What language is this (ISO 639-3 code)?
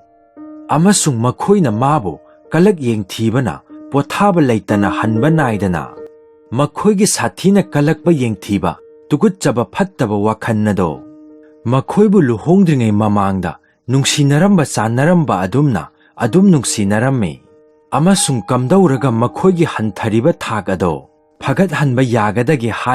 mni